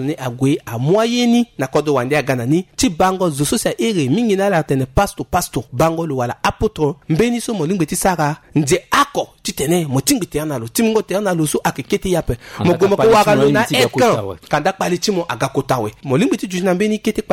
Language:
Sango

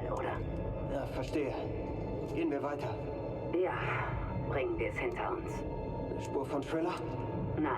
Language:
Bavarian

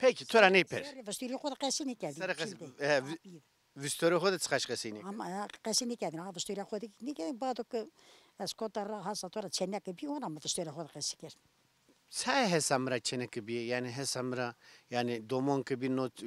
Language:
Zaza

